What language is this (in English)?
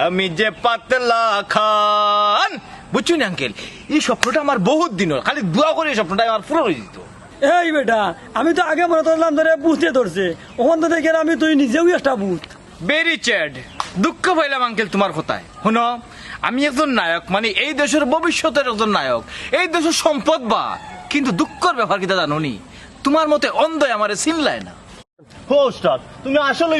Sylheti